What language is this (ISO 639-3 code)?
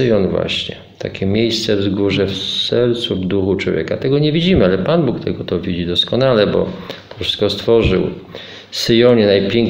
pol